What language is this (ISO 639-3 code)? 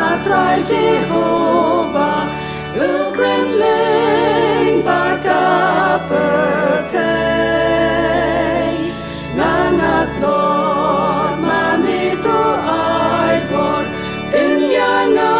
kha